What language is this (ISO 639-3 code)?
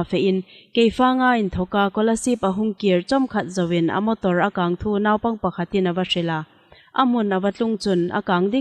hmr